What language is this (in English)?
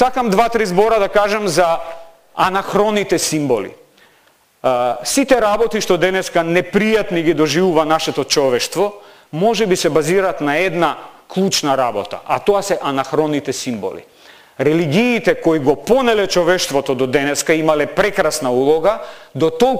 Macedonian